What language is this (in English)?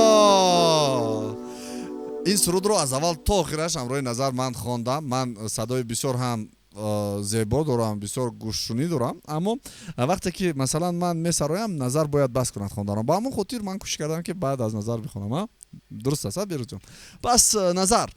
Tajik